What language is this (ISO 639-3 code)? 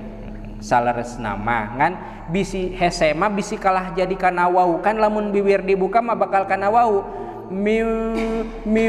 sun